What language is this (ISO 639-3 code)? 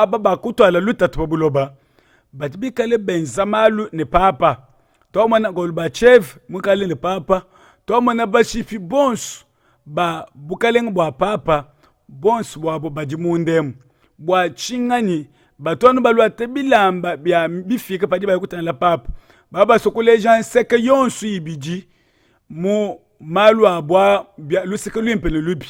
lua